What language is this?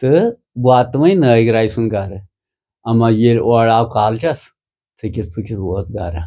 Kashmiri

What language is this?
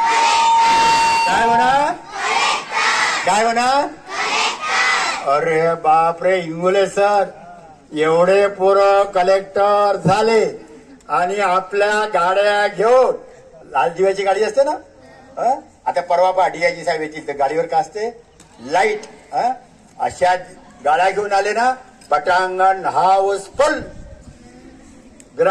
Marathi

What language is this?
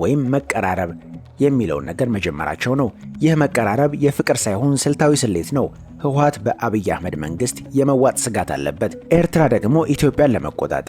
Amharic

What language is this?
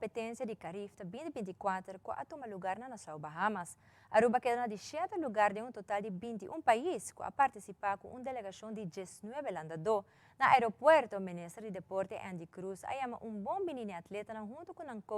Papiamento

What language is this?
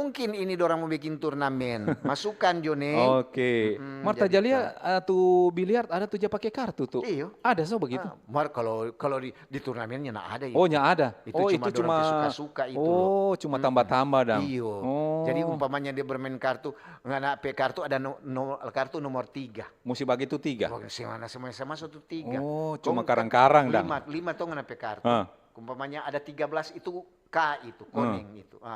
Manado Malay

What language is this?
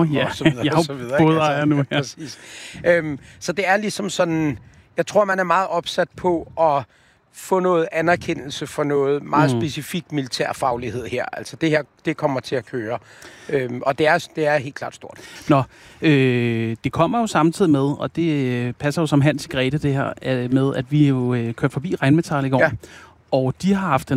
Danish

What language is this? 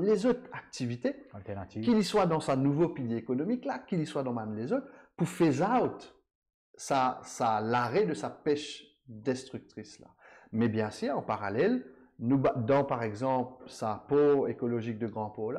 Morisyen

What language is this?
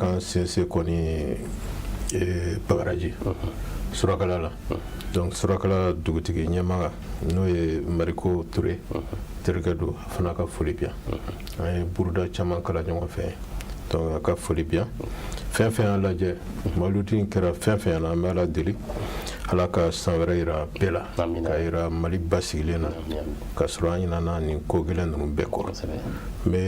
Bambara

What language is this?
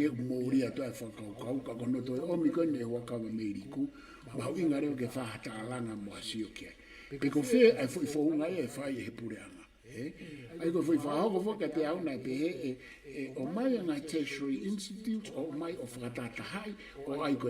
Tongan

